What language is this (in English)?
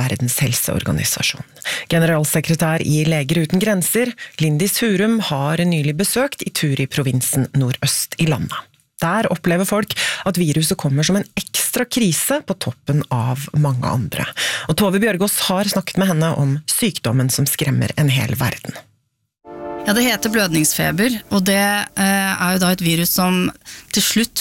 Norwegian